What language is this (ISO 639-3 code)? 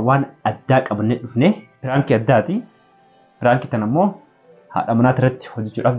orm